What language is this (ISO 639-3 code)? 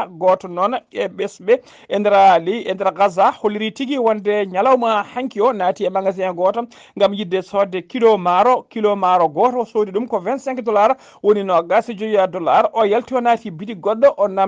ful